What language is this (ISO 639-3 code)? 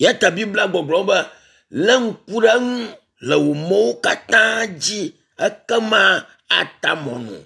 ewe